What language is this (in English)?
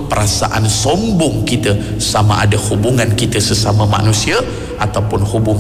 Malay